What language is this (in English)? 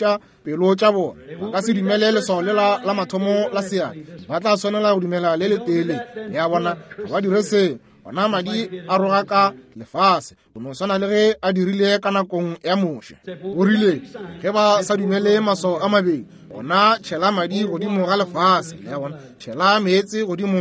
Northern Sotho